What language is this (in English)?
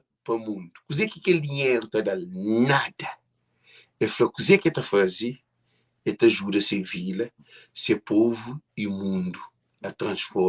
Kabuverdianu